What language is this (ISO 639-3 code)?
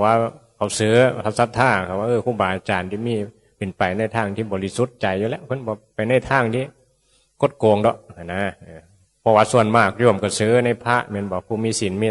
tts